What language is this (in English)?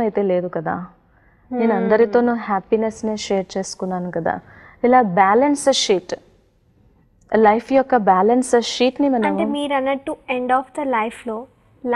Telugu